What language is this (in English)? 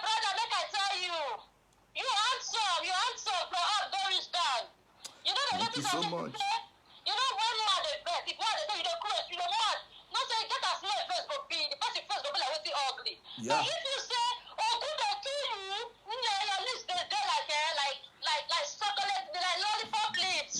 Nigerian Pidgin